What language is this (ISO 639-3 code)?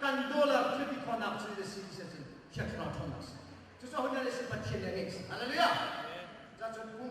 cnh